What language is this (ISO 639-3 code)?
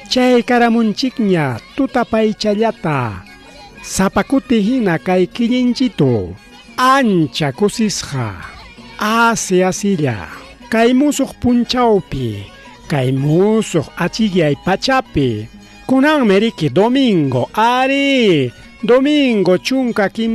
quy